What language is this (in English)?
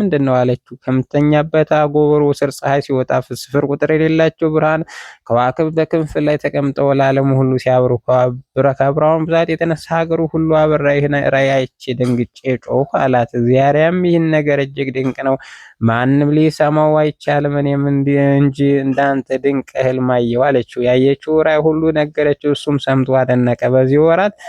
Amharic